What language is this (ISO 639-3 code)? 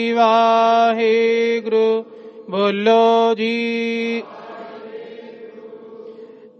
pan